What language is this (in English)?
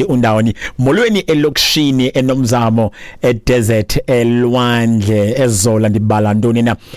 Xhosa